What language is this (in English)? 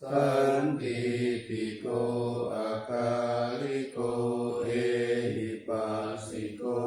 Pali